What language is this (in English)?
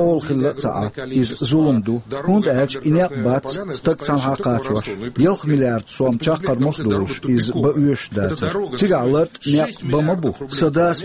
Chechen